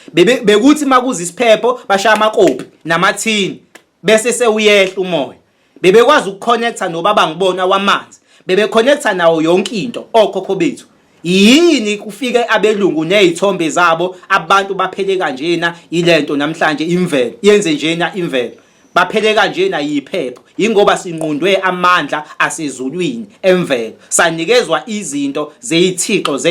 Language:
Zulu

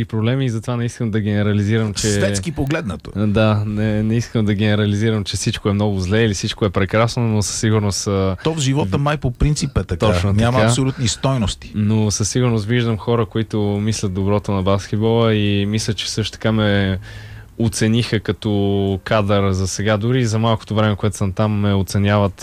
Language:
Bulgarian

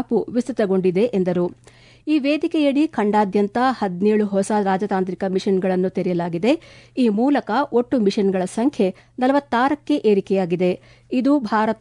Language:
Kannada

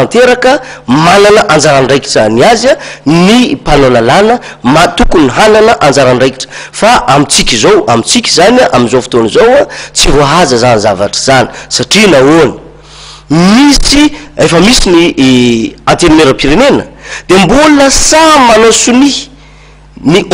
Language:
Malagasy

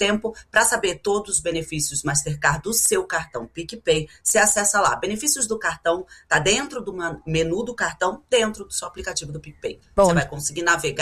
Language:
Portuguese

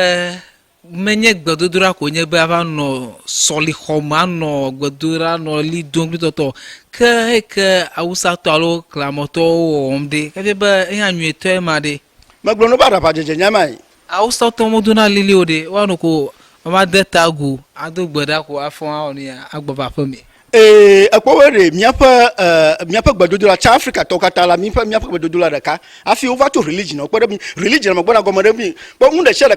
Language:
Ewe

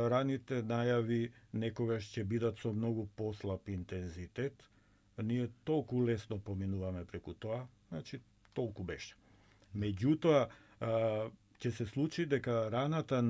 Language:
Macedonian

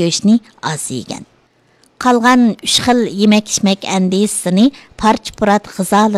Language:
Uyghur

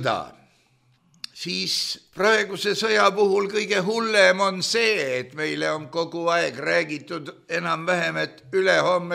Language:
Estonian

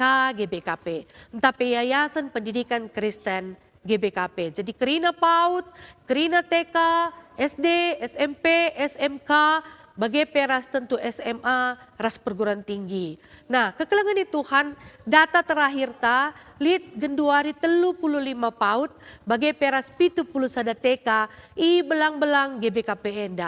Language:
Batak Karo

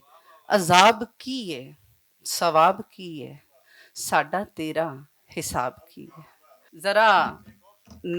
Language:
Western Panjabi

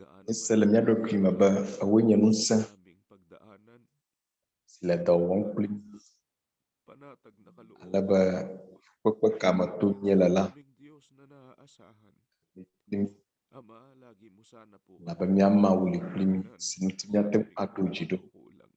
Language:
Ewe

